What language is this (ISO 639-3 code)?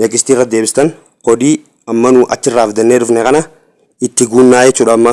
orm